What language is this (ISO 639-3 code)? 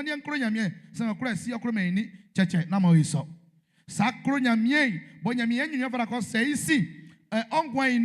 bci